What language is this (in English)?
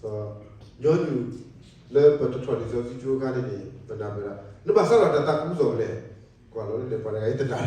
S'gaw Karen